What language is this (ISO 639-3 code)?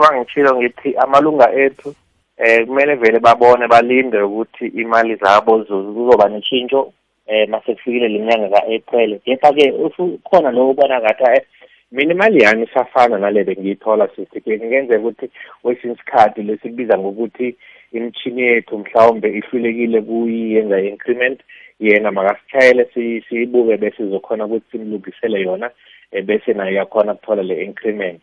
nbl